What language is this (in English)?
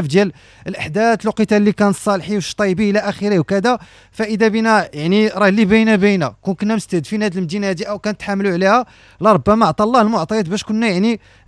Moroccan Arabic